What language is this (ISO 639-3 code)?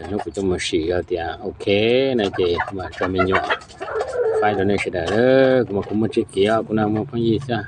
hmn